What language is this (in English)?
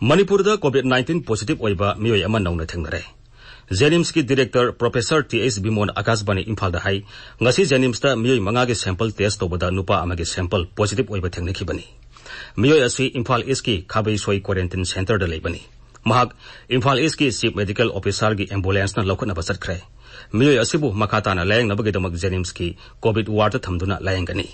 Manipuri